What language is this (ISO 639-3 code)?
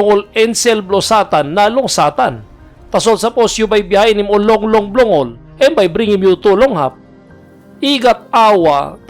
tpi